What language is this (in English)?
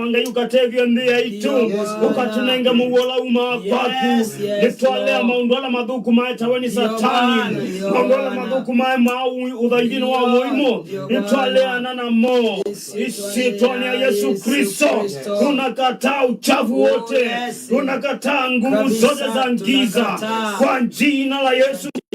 Kamba